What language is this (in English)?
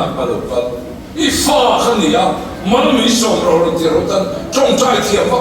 Mizo